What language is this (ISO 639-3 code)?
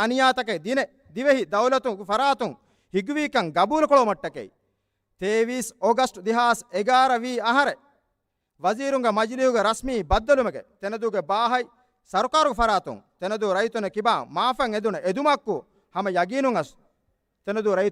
div